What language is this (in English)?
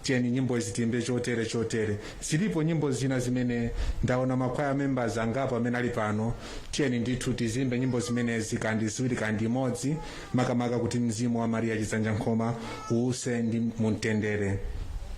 Nyanja